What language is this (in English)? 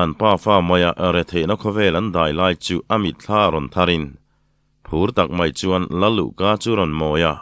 Mizo